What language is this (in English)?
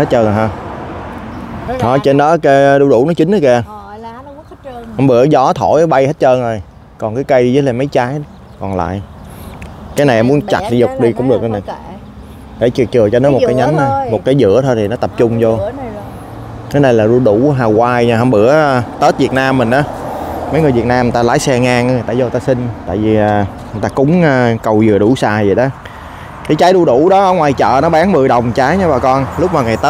Vietnamese